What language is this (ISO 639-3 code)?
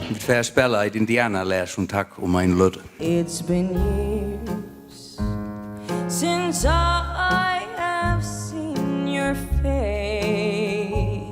fao